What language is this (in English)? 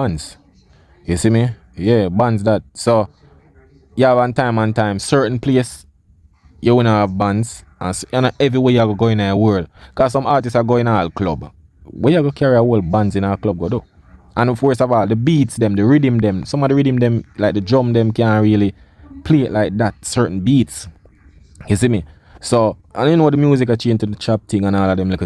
Jamaican Creole English